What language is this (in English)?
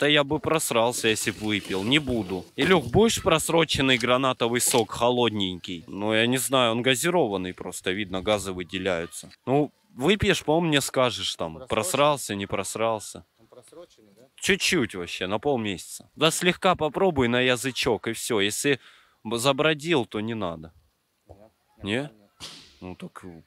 Russian